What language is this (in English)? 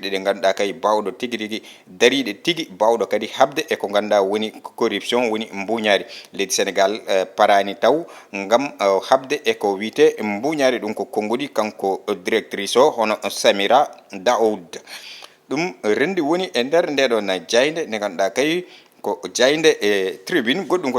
Fula